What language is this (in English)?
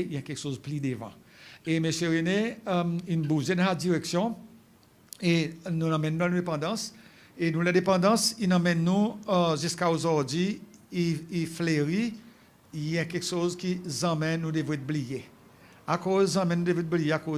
Seselwa Creole French